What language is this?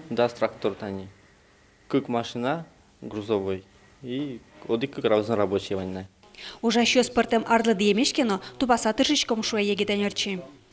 Udmurt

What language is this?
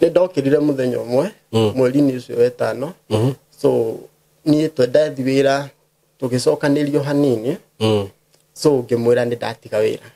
Kikuyu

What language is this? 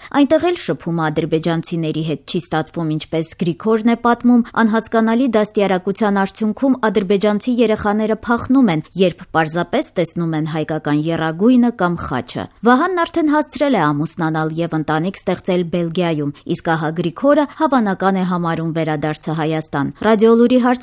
Armenian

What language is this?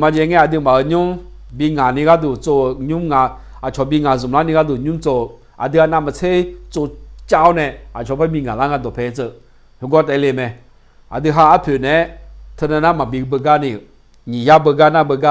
Akha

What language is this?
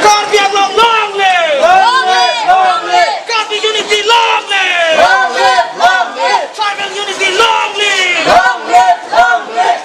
Karbi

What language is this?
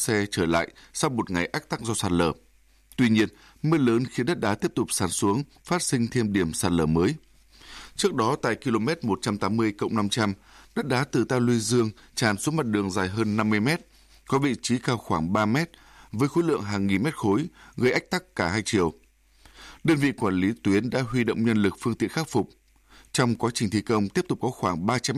Vietnamese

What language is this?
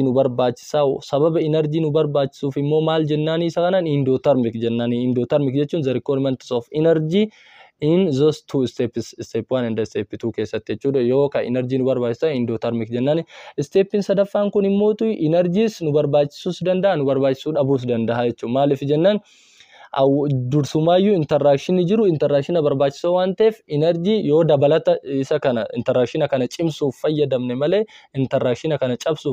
Oromo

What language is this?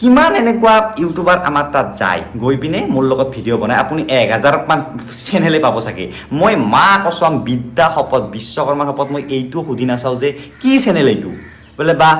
Assamese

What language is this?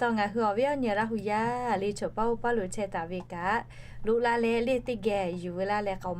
Lahu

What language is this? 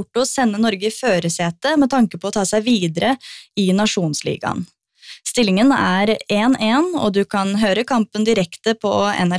Norwegian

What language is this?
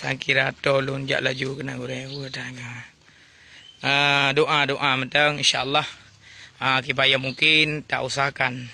Achinese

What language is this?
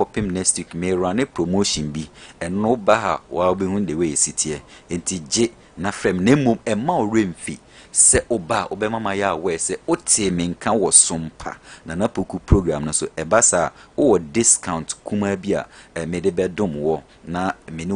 Akan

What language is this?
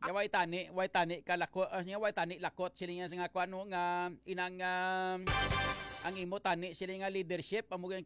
Hiligaynon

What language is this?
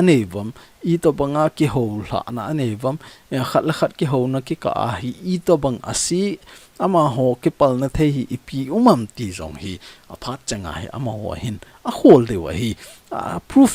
Thado Chin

